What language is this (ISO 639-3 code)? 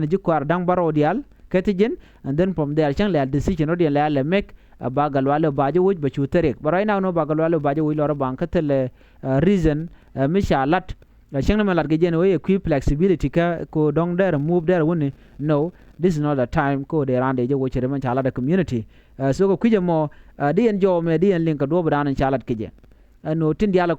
nus